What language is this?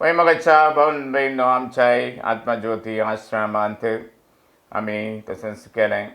Konkani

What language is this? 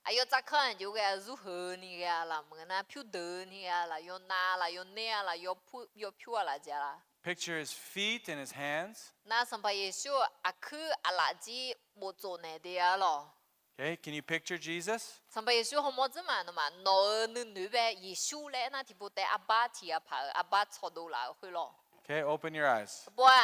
Akha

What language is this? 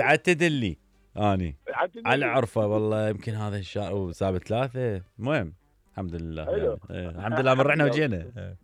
Mesopotamian Arabic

